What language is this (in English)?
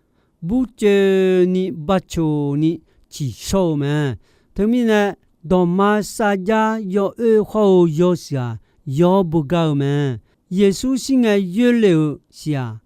Akha